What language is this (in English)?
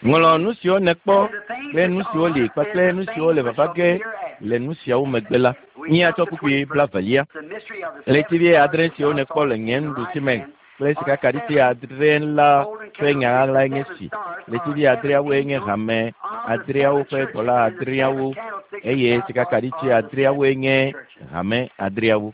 Ewe